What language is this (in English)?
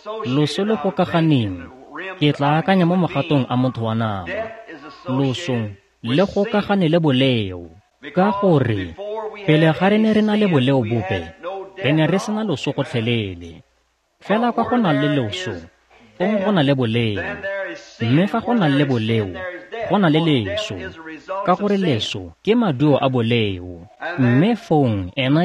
Tswana